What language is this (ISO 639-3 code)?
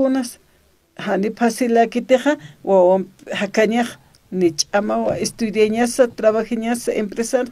aym